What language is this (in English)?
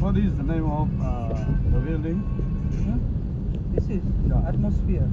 Mizo